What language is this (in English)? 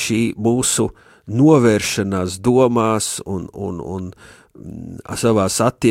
Latvian